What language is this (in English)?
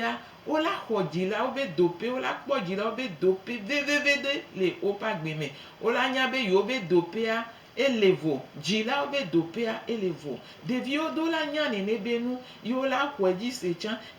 Gen